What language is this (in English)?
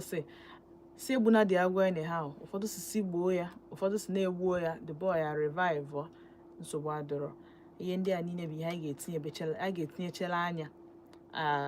Igbo